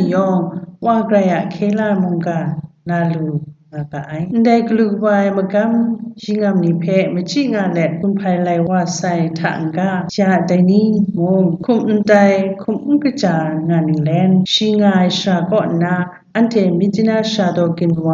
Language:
Kachin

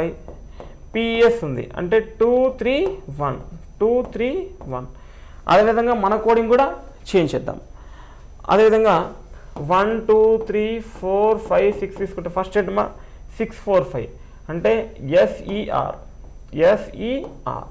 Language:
Telugu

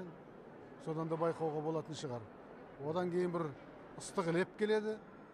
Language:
Kazakh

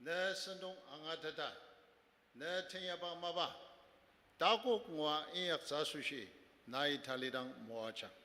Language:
Ao Naga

